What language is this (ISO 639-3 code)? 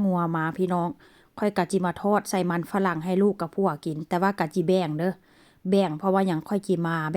tts